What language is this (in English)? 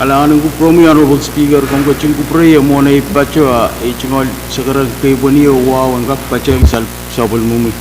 Pohnpeian